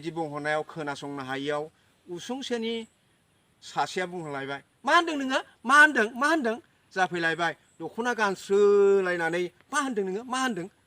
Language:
Bodo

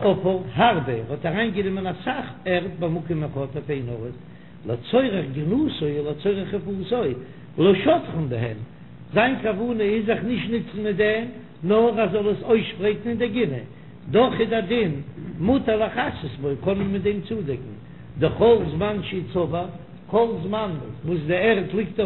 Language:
Yiddish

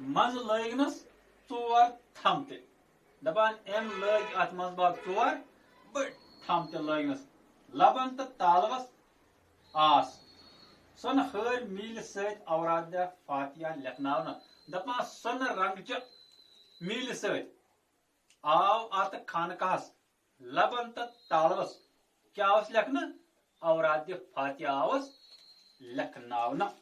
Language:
Kashmiri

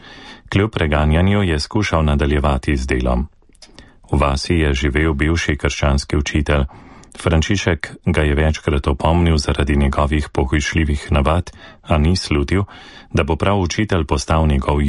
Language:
Slovenian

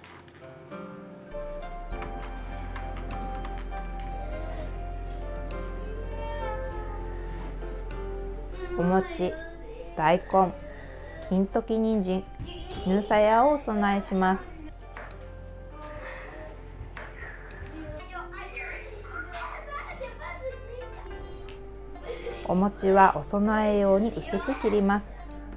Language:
Japanese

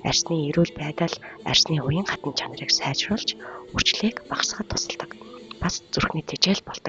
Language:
Mongolian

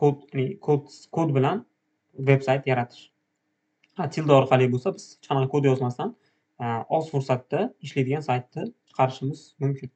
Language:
Uzbek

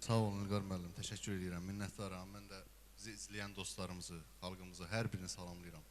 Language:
Azerbaijani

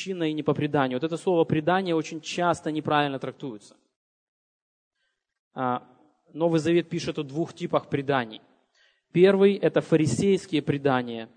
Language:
Russian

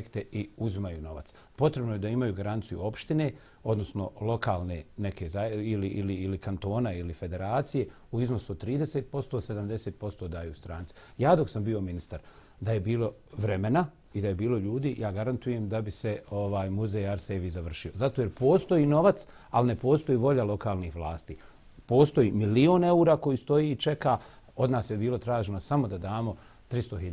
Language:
Bosnian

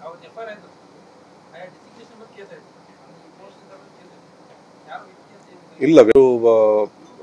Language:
Kannada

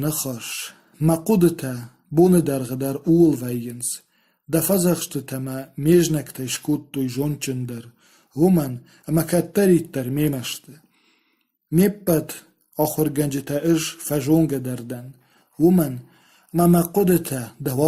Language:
Ossetic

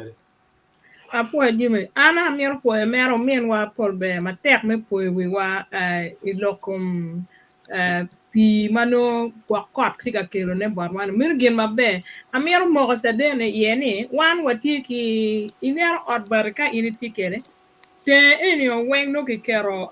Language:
Acoli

